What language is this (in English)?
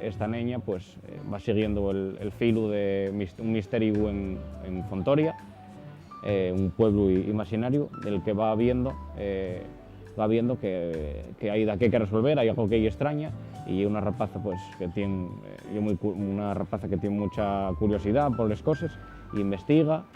Asturian